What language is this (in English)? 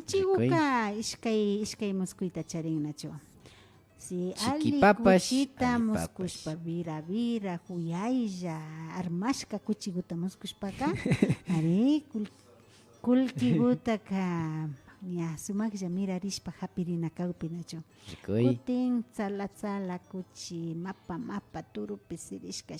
Imbabura Highland Quichua